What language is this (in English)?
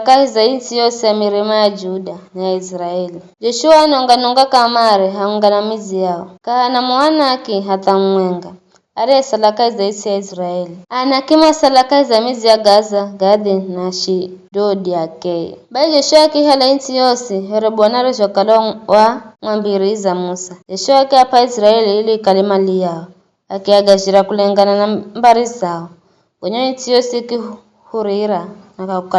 Giryama